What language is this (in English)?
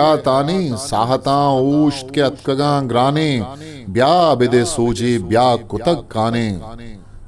Eastern Balochi